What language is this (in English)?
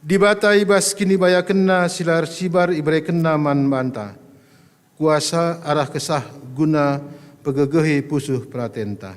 Batak Karo